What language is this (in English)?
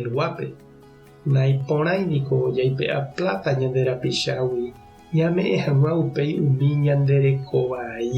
Guarani